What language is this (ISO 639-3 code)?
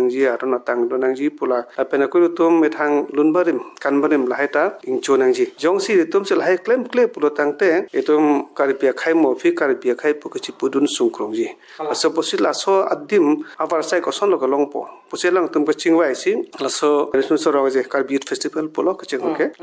mjw